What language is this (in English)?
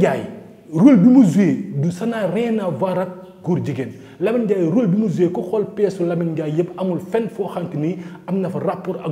Wolof